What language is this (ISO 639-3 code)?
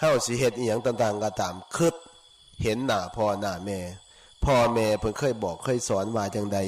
lao